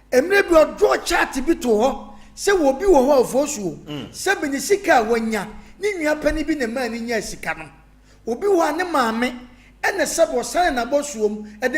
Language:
Akan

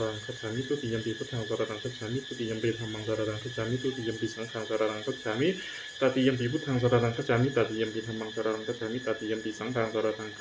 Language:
Pali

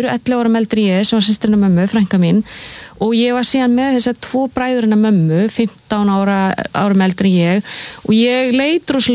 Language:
Icelandic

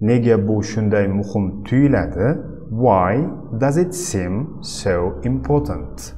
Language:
Uzbek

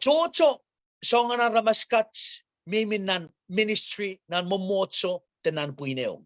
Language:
Pohnpeian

